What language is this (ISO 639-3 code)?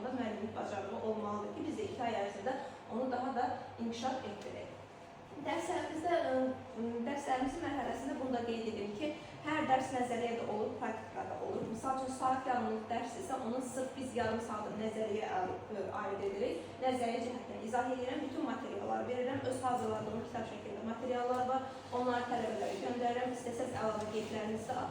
aze